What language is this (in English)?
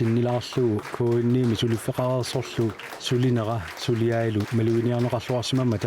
Kalaallisut